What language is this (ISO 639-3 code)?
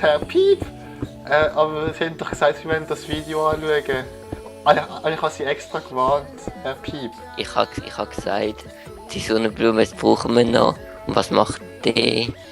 gsw